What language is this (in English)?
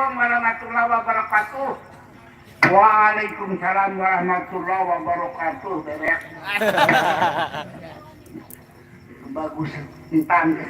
Sasak